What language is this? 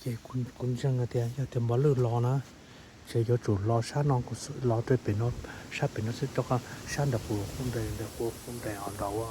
Hmong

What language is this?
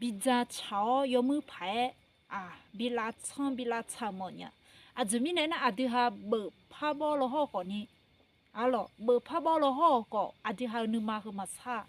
Akha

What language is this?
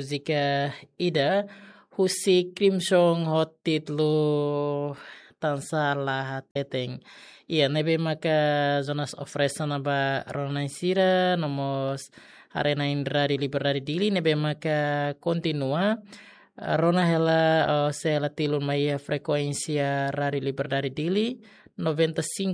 Tetum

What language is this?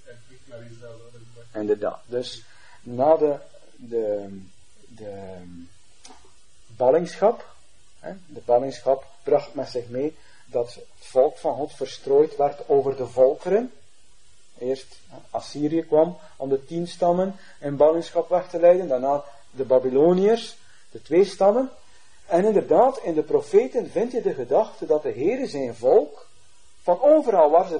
Dutch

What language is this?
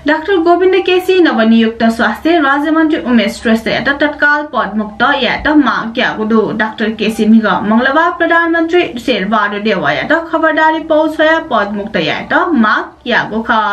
Newari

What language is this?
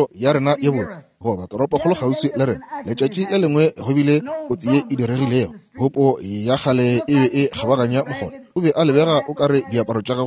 Northern Sotho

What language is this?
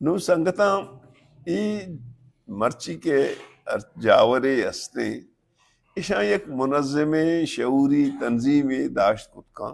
Baluchi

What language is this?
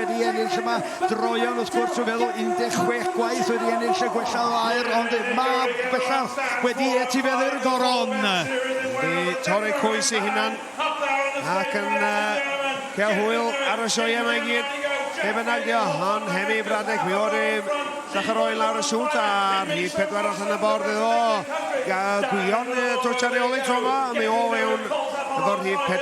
Welsh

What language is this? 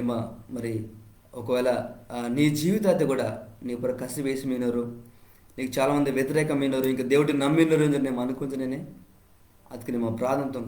Koya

